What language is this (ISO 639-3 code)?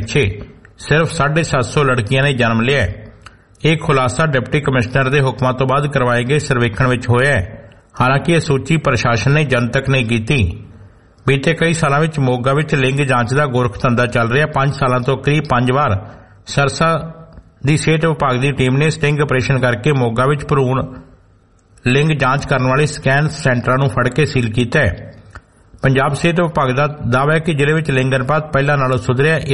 pan